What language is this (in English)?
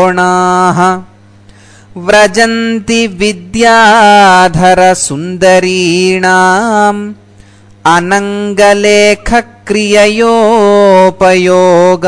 Sanskrit